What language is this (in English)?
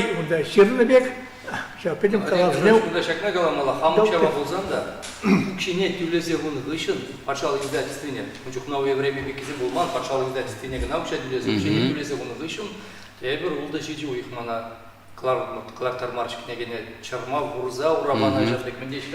Chuvash